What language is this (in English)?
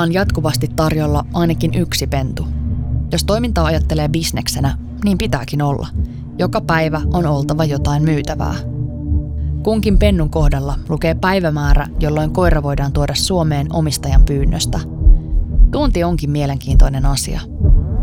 Finnish